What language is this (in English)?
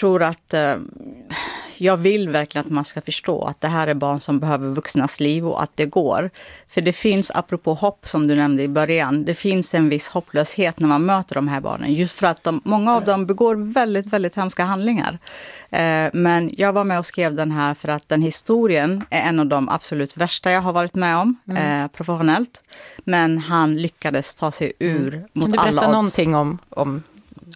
Swedish